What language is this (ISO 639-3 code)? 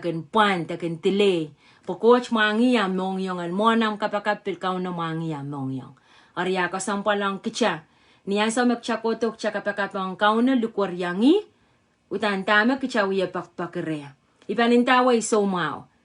pon